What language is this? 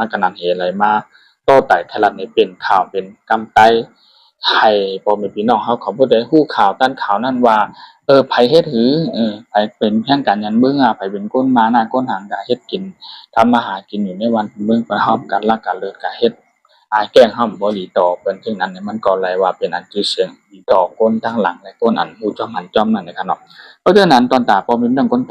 Shan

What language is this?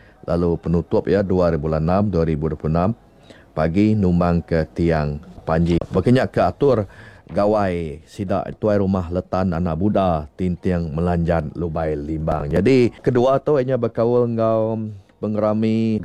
Iban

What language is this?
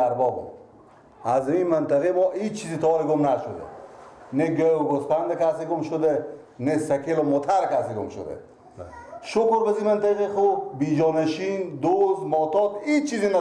Persian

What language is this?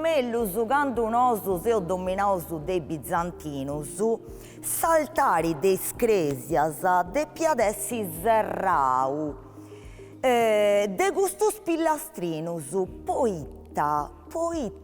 Sardinian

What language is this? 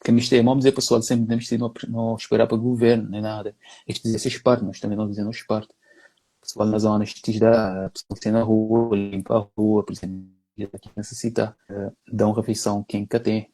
Kabuverdianu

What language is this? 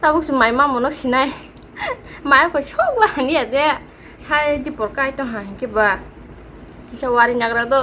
Kok Borok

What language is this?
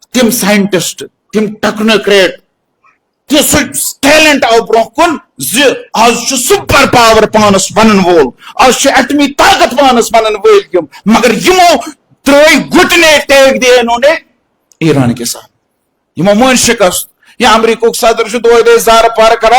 Kashmiri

